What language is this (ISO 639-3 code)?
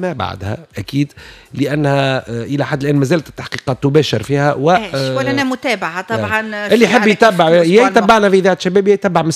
aeb